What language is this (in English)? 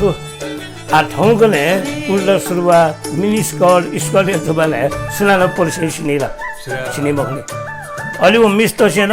Newari